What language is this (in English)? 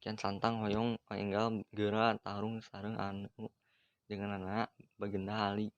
Sundanese